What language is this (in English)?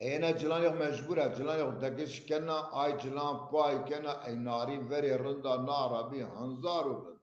Zaza